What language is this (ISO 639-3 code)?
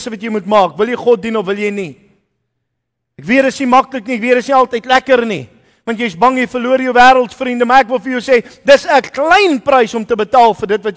afr